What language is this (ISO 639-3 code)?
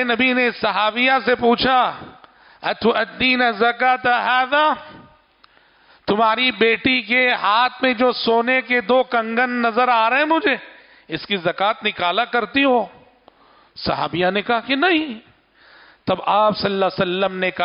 urd